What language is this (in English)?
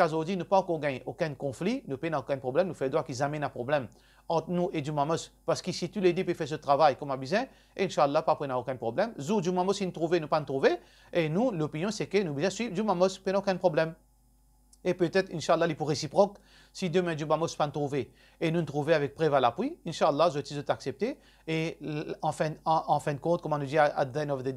Morisyen